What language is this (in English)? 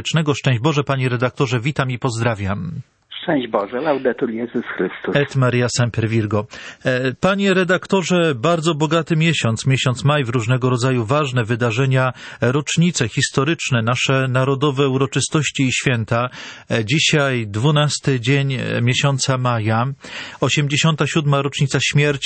Polish